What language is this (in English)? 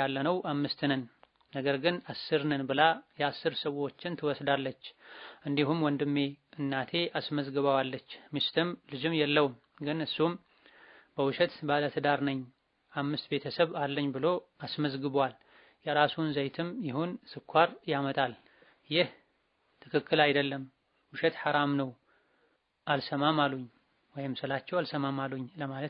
Amharic